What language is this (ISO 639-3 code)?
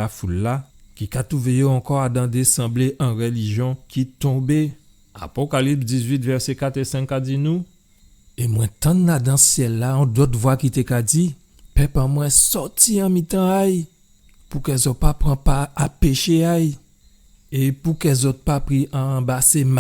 gcf